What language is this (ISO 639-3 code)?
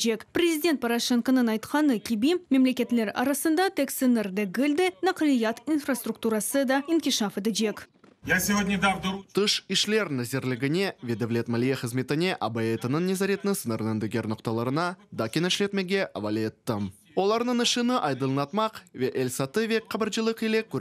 crh